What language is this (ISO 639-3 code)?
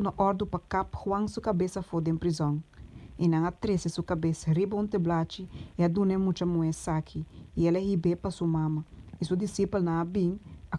pap